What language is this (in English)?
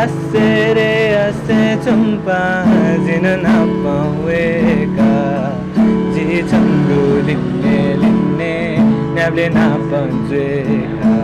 Newari